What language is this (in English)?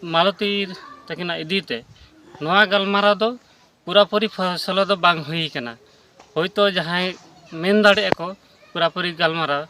Santali